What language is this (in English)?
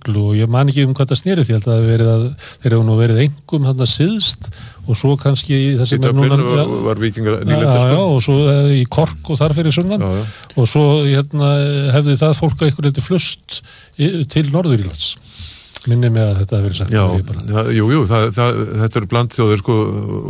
Icelandic